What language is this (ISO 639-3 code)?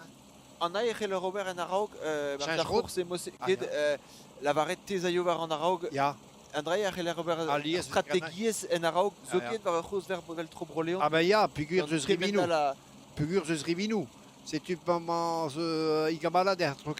bre